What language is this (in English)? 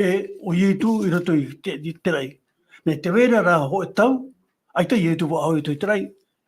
Tahitian